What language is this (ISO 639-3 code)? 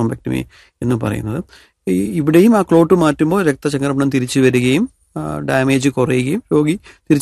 mal